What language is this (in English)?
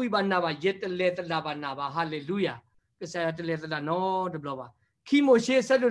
S'gaw Karen